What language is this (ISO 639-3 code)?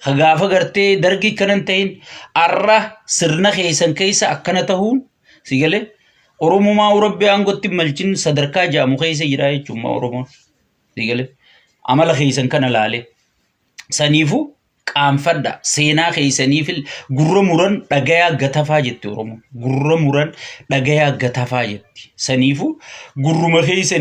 orm